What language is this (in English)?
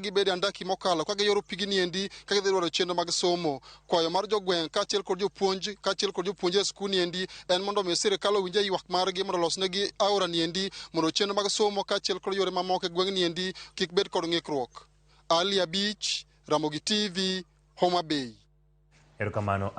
Luo (Kenya and Tanzania)